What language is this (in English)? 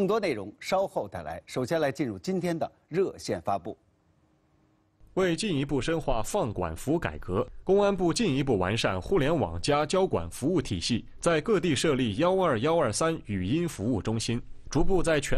Chinese